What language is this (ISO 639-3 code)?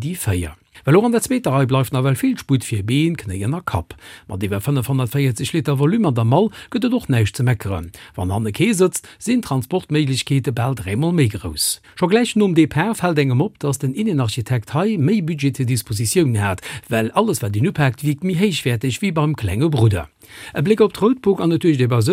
ltz